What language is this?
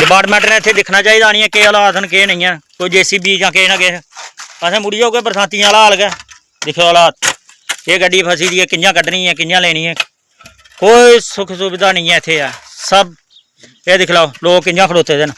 Dogri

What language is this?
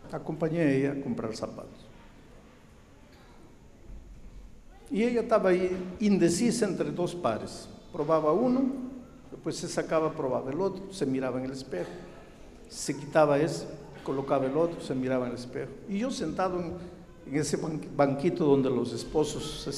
Spanish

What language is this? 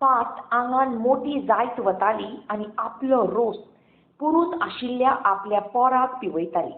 Konkani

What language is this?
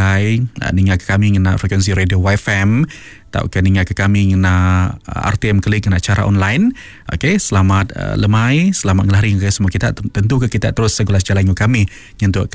Iban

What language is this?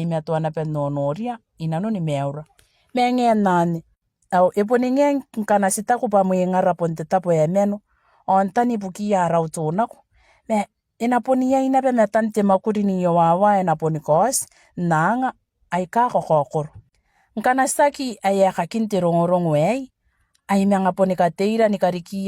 Gilbertese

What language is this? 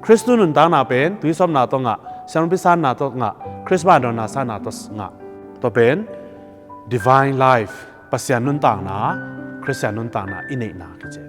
Tedim Chin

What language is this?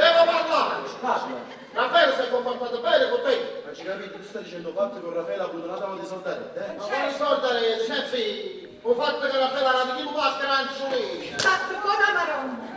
Neapolitan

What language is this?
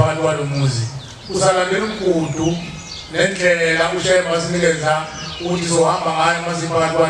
Zulu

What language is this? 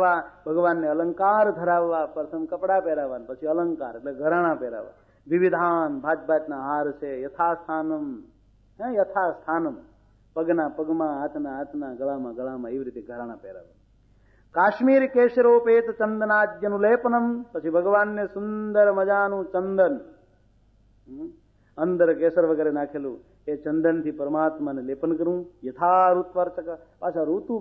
Gujarati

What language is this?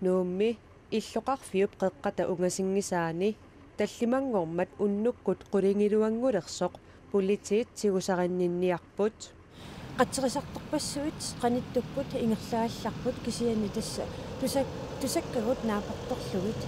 Kalaallisut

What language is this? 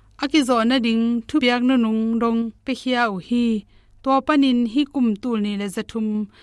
Tedim Chin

